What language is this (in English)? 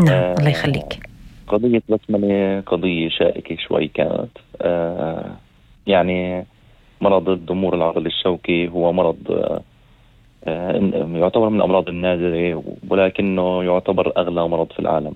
North Levantine Arabic